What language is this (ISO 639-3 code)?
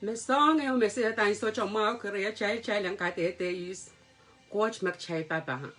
pon